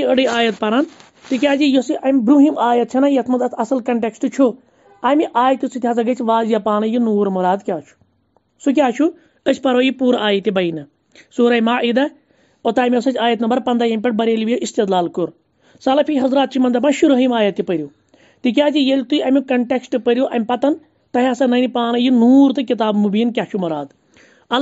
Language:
Kashmiri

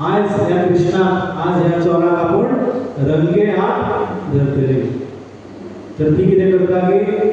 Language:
Konkani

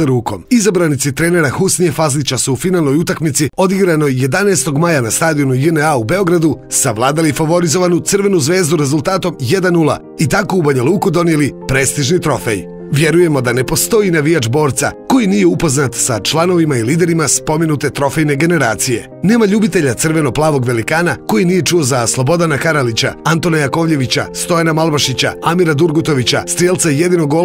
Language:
Serbian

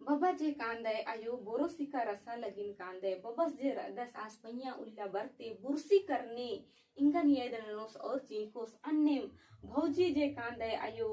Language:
Kurukh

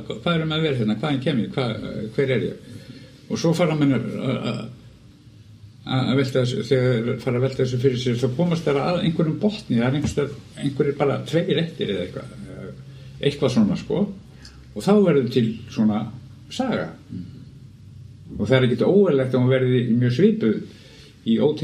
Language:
Icelandic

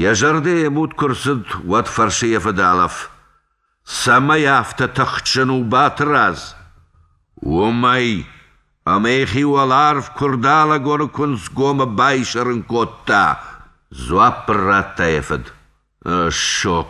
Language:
Ossetic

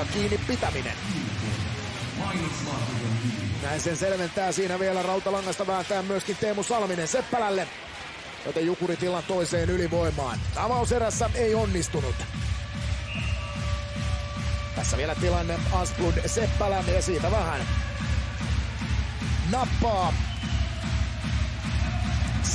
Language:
Finnish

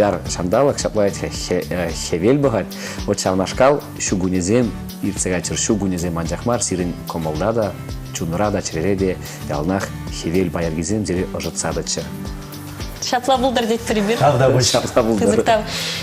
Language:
Chuvash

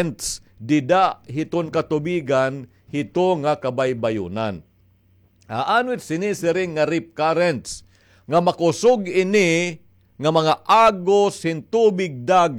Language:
Waray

